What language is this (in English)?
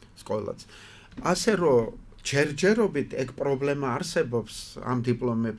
Georgian